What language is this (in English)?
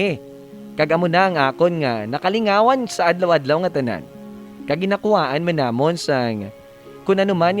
Hiligaynon